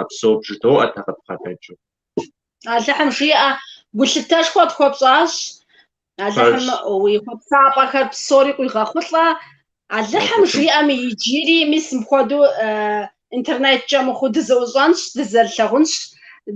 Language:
Kabardian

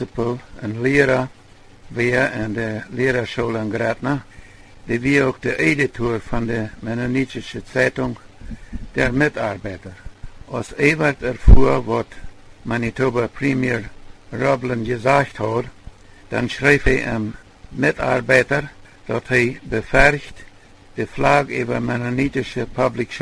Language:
Plautdietsch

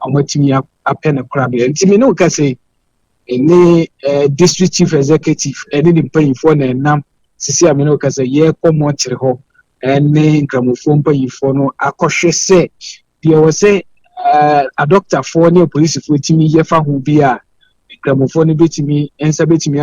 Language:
Akan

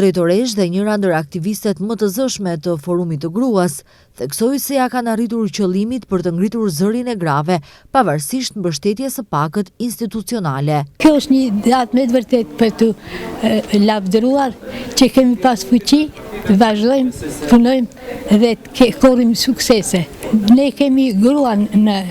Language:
Albanian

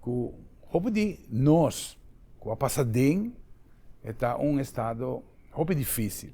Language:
Papiamento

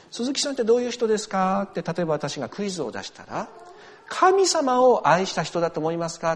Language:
Japanese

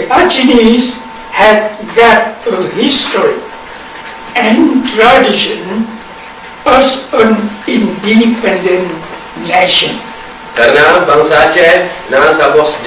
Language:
Achinese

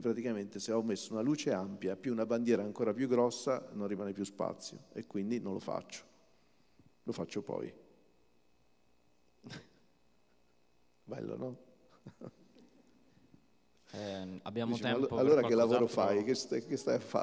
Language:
Italian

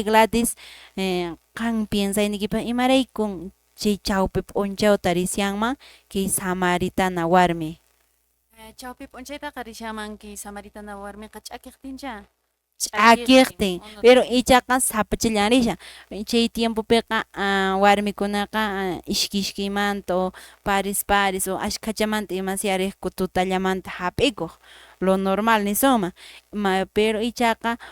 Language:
Quechua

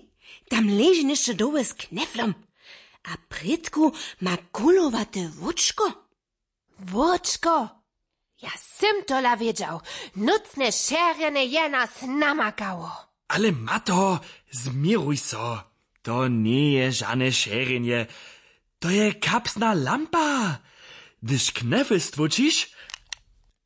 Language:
Upper Sorbian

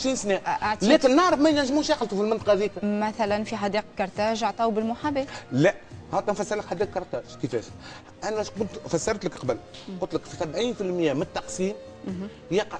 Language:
Tunisian Arabic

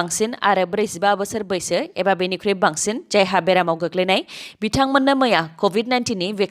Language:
Bodo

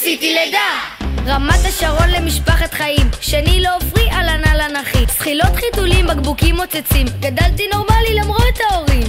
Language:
Hebrew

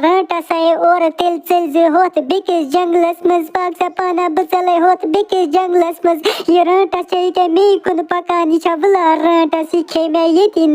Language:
Kashmiri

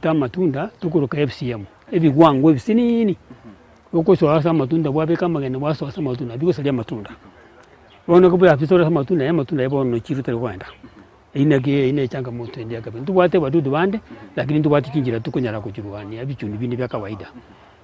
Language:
Gusii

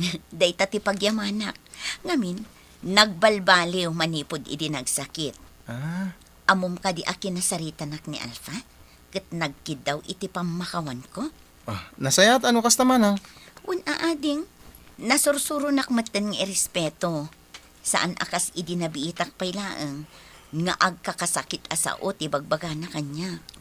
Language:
Iloko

